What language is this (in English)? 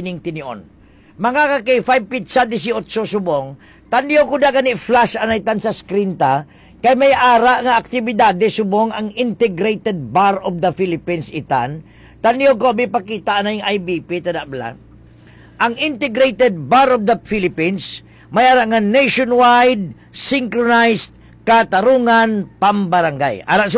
Hiligaynon